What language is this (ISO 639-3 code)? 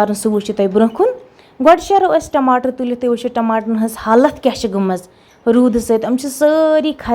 kas